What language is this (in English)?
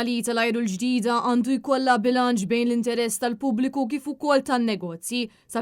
Maltese